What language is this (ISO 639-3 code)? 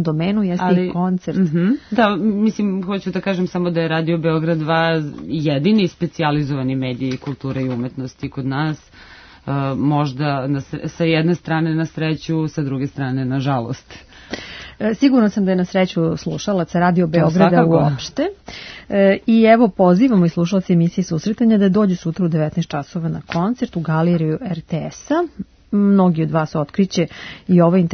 srp